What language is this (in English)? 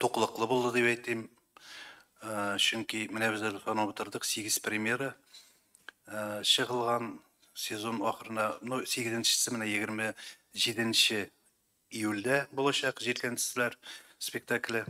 Tatar